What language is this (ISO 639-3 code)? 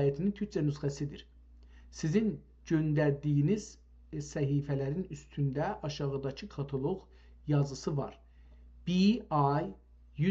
azb